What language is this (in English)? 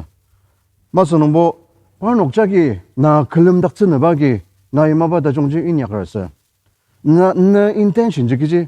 Ao Naga